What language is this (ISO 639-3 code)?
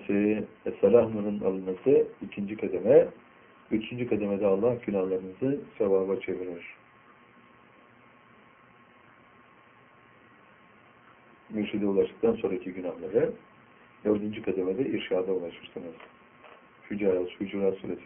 tur